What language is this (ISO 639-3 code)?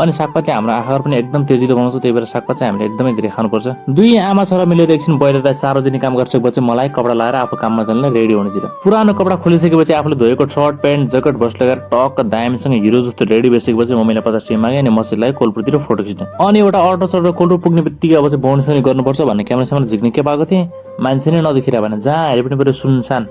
nep